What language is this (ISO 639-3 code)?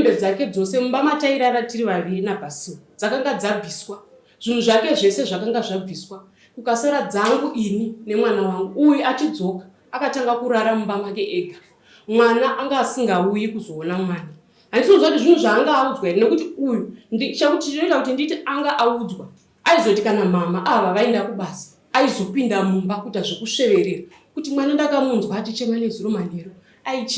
sna